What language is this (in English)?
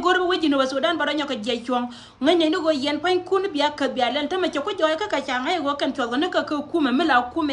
Nuer